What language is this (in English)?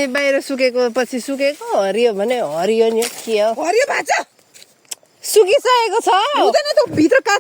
Nepali